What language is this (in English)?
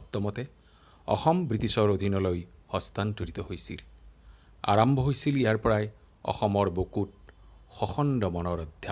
Assamese